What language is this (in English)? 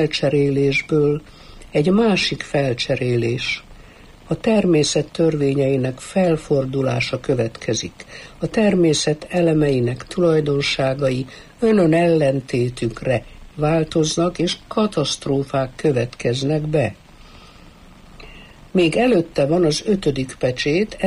Hungarian